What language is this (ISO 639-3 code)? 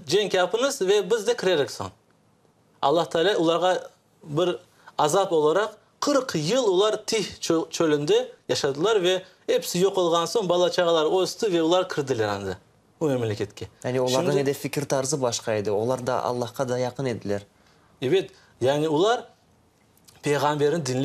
crh